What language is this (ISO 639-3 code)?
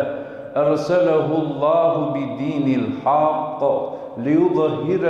rmn